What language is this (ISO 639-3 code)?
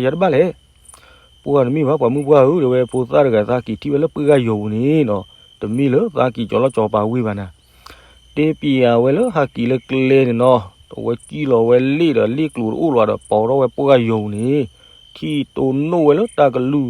ksw